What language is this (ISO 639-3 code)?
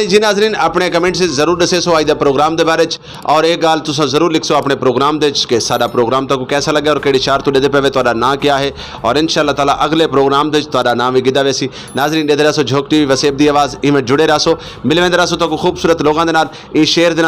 skr